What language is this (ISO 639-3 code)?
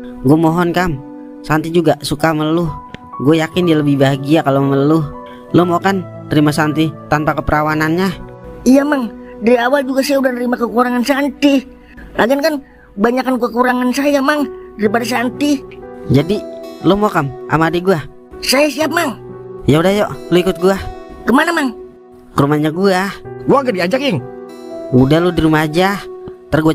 bew